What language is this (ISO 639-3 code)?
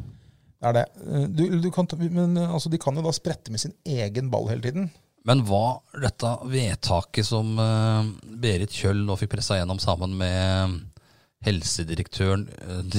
nor